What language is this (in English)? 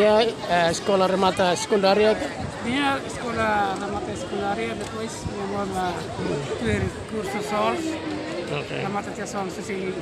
Tetum